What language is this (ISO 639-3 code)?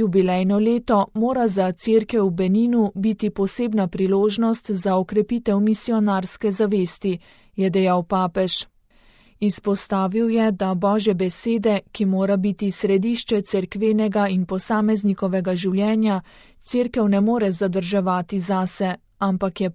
slv